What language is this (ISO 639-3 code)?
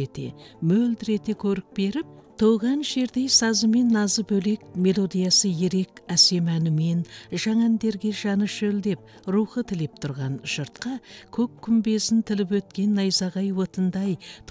kaz